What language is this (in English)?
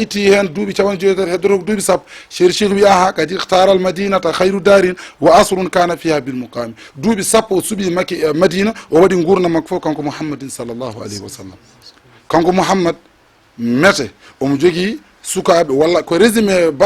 Fula